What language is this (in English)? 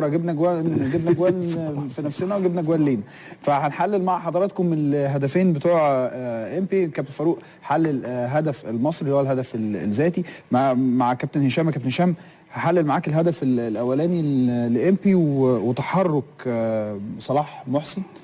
Egyptian Arabic